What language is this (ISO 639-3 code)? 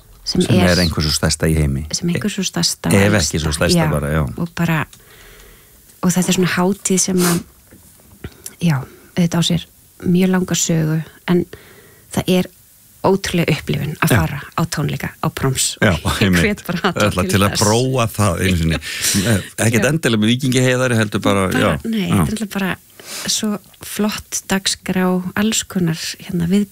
isl